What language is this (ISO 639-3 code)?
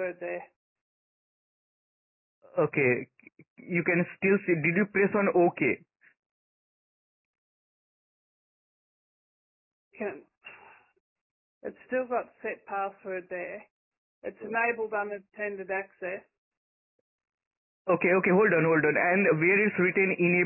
eng